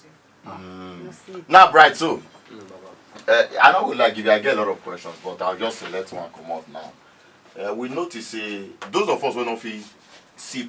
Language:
Nigerian Pidgin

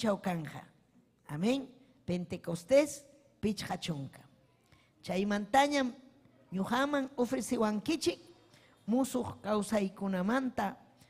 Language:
Ayacucho Quechua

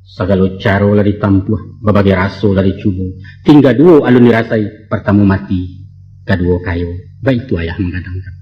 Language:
Minangkabau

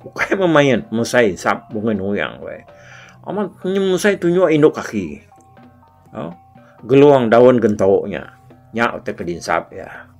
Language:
Iban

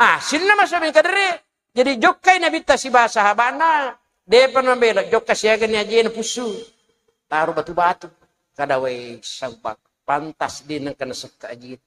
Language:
Buginese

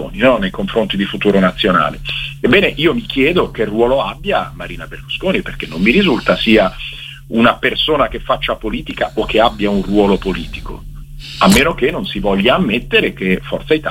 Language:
Italian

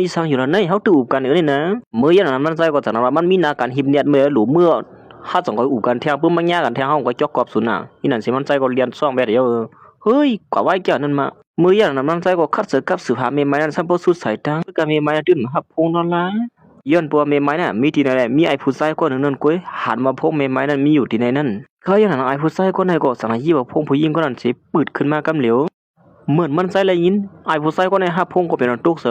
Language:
Shan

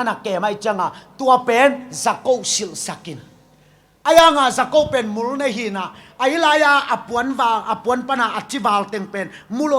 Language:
Tedim Chin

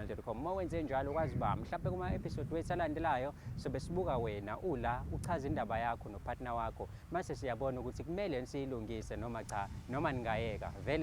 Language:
Zulu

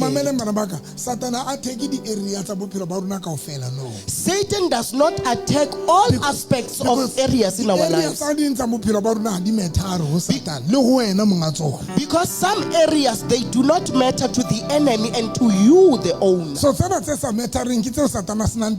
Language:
Southern Sotho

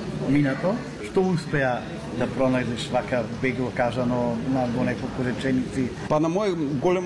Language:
Macedonian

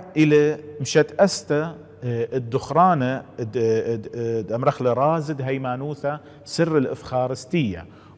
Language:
Assyrian Neo-Aramaic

